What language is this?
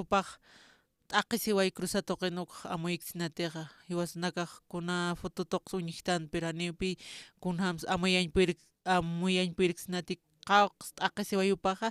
Aymara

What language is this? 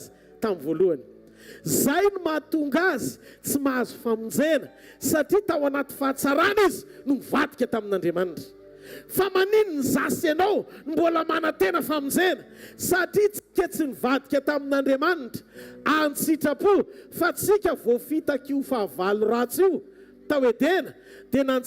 Malagasy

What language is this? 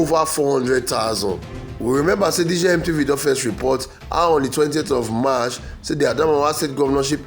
Nigerian Pidgin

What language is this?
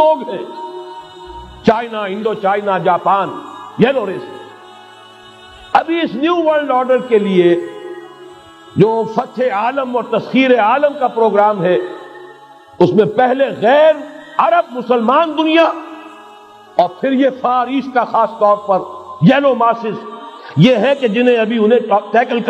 Urdu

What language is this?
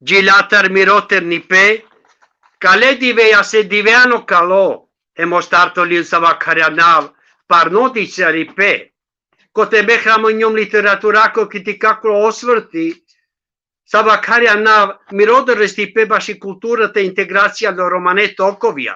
Balkan Romani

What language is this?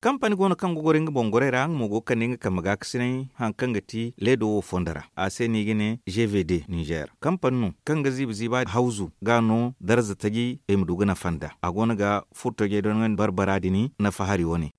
Zarma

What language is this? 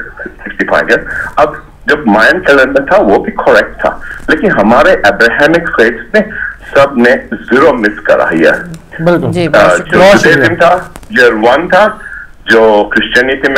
Urdu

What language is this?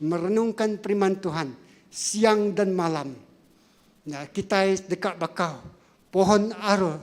Iban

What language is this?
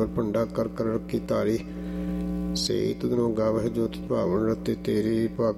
Punjabi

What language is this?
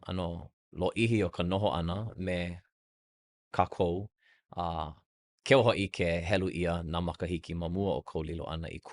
Hawaiian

